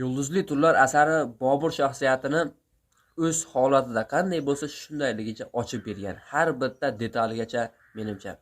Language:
Uzbek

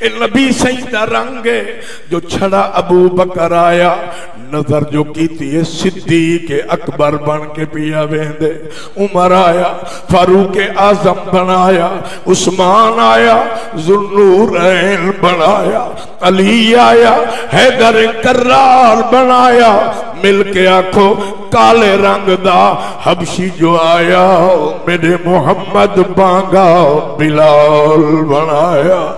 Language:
Saraiki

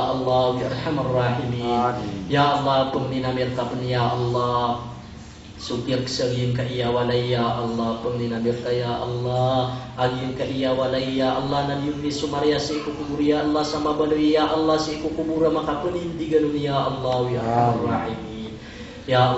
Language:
Maranao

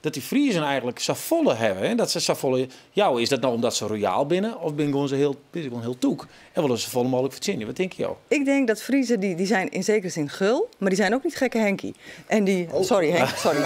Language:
Western Frisian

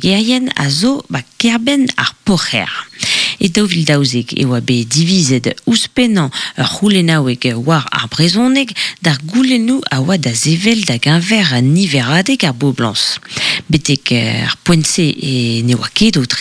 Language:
Breton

